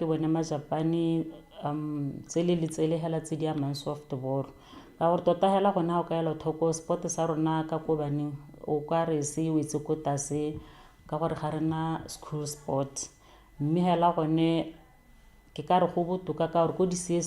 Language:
Tswana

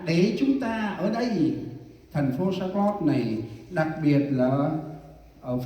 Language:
Central Mnong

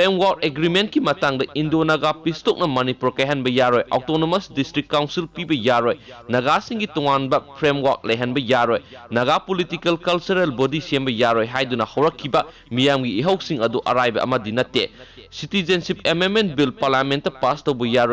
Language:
Manipuri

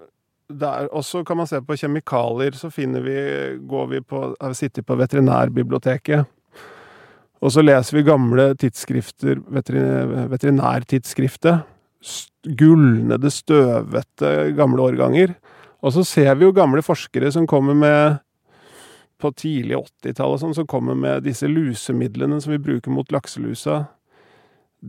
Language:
Norwegian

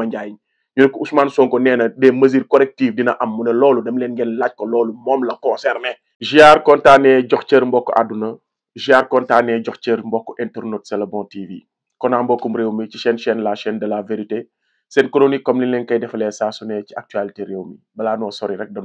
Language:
Wolof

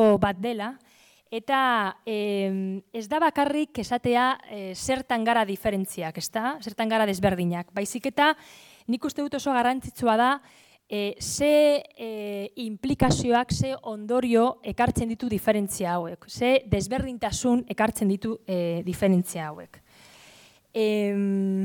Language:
Basque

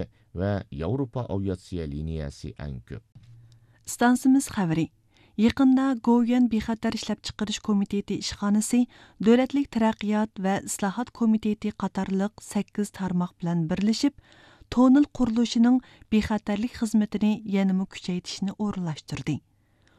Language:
Uyghur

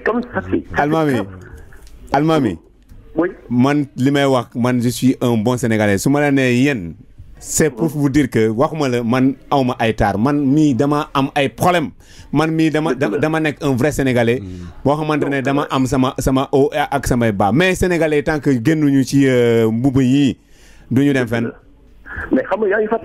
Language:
Wolof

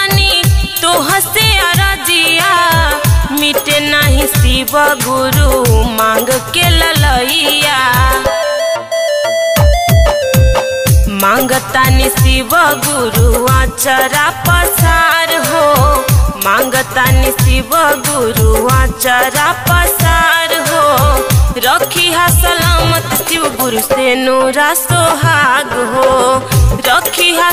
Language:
Bhojpuri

